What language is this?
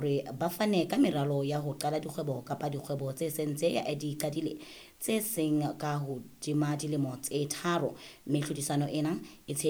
Southern Sotho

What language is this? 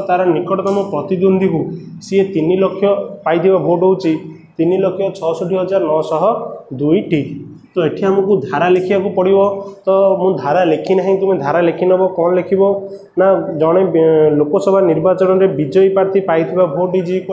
Odia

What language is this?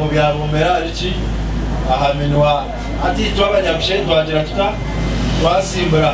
Nyankole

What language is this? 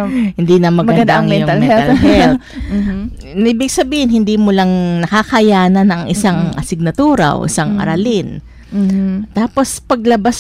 Filipino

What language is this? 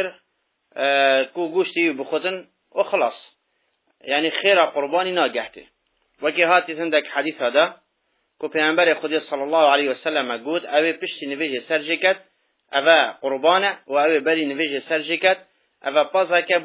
Kurdish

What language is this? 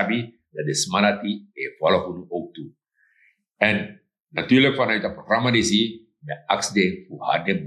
Sranan Tongo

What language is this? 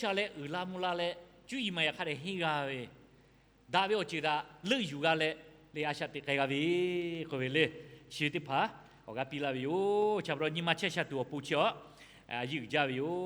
Lahu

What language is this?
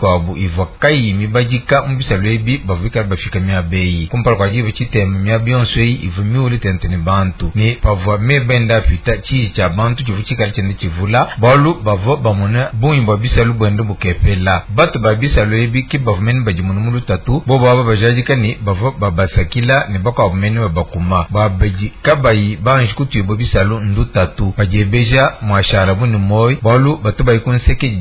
Luba-Lulua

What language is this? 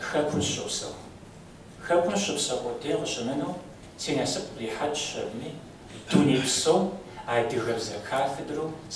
Kabardian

